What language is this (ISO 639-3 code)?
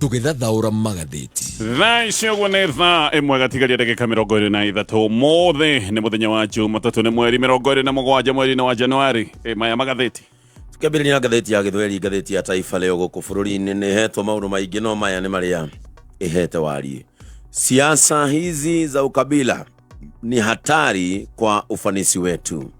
kik